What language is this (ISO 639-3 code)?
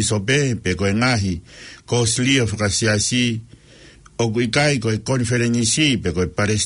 ton